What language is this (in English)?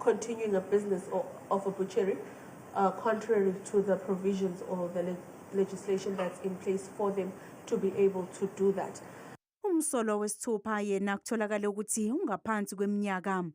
Zulu